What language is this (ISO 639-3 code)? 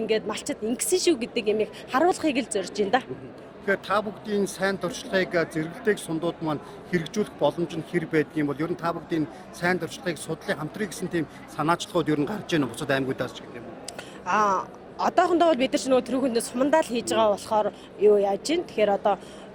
mon